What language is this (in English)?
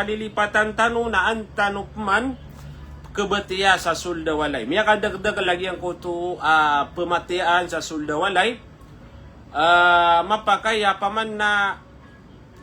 Maranao